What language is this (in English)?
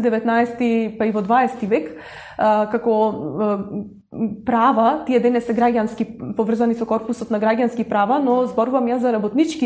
Macedonian